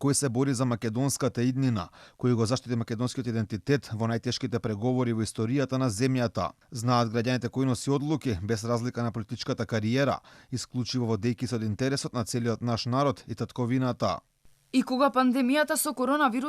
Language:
Macedonian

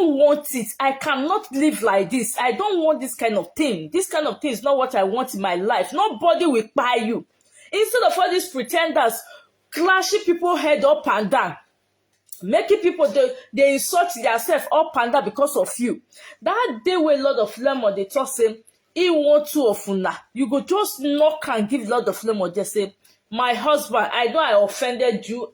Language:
Nigerian Pidgin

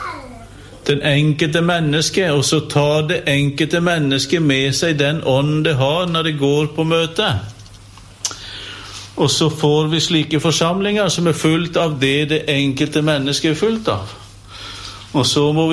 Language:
Norwegian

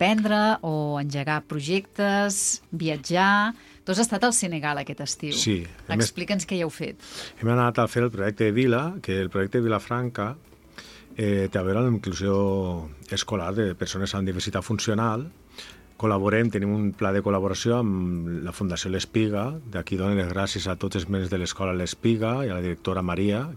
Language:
Catalan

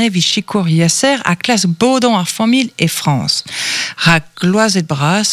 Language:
Breton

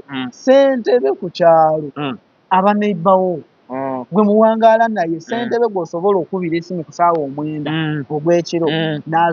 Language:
Ganda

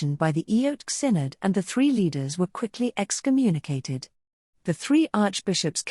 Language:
English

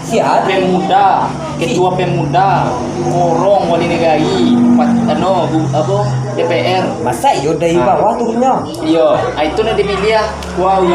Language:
Minangkabau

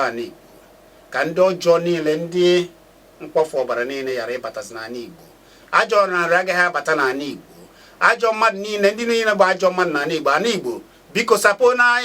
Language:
Igbo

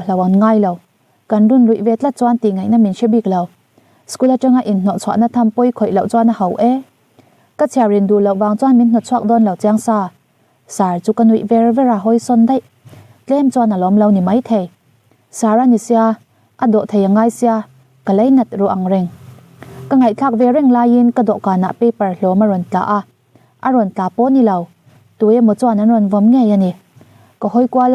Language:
Mizo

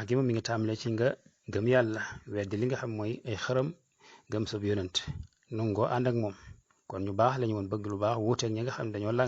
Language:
Wolof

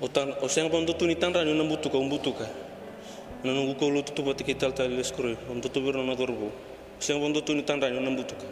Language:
Fijian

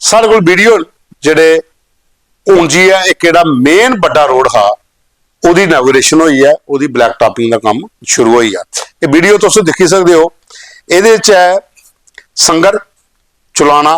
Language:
Dogri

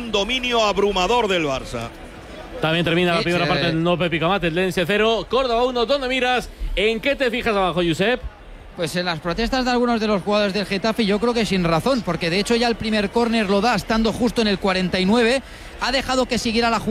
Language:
Spanish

